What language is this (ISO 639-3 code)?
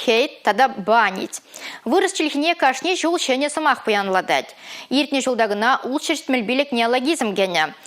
chv